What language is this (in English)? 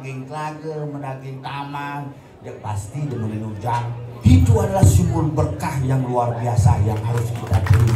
Balinese